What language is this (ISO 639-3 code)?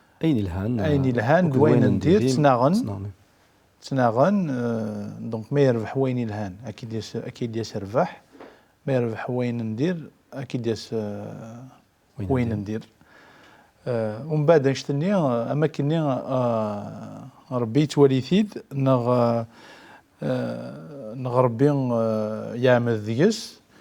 kab